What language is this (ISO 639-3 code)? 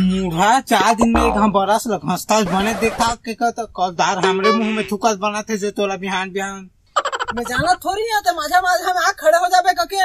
hne